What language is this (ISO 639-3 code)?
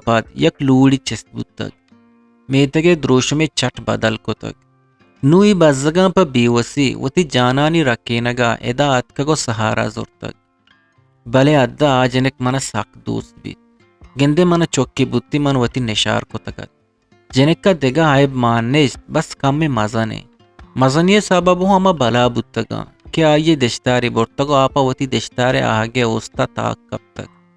bgp